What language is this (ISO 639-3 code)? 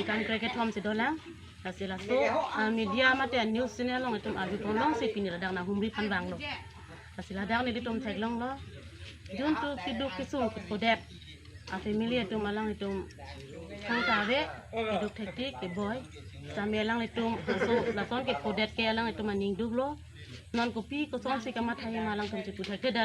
mjw